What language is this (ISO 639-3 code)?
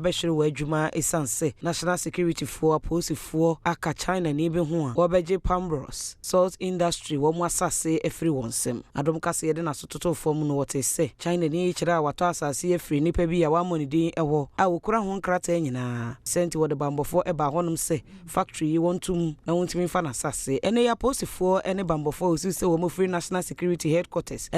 aka